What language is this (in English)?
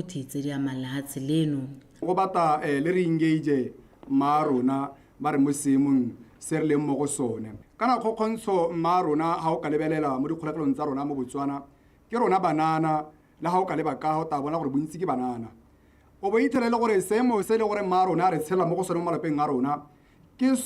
Tswana